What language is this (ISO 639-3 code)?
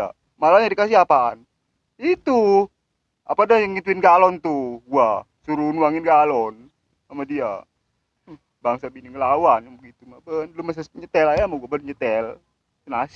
bew